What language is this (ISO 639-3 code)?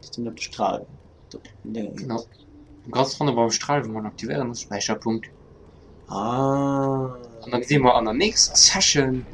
ltz